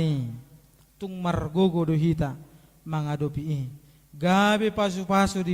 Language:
Batak Toba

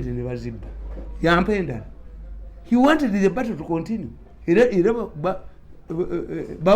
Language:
Ganda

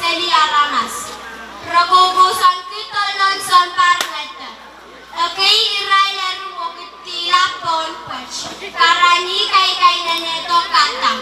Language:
Pohnpeian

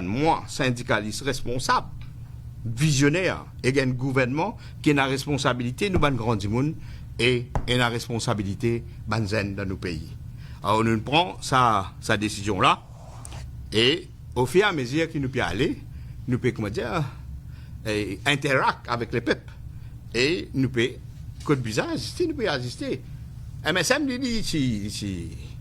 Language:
Morisyen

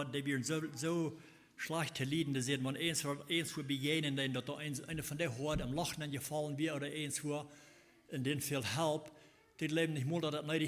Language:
Plautdietsch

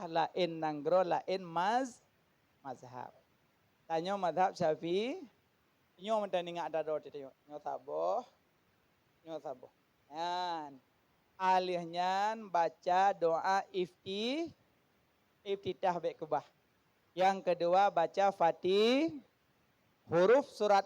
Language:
Achinese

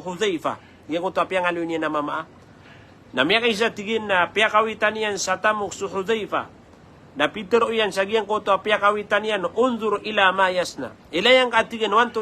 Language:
Maranao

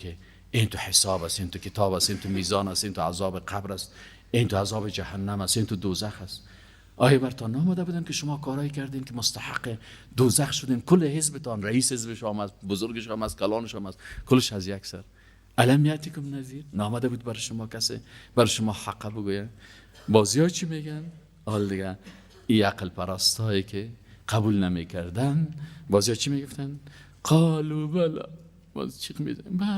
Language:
Persian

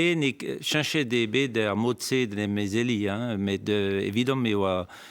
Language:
Breton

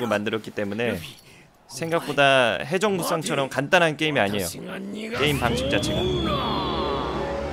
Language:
Korean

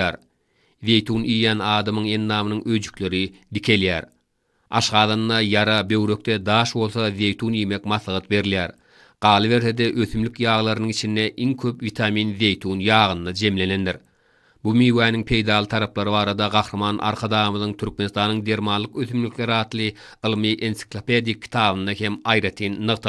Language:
Turkmen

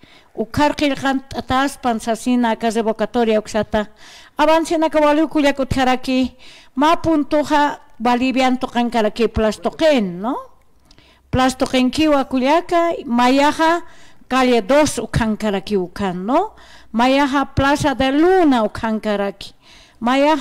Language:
Aymara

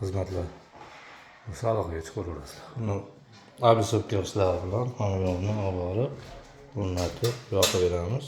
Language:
Uzbek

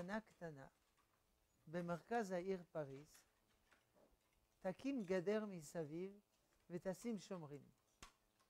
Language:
Hebrew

